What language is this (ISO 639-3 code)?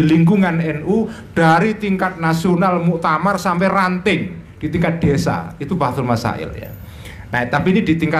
ind